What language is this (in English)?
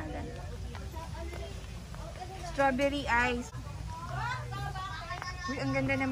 Filipino